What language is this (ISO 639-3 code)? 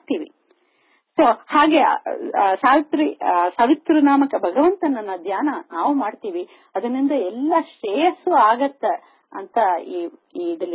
kan